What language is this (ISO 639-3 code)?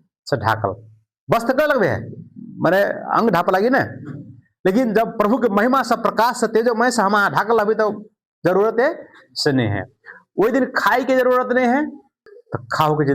mai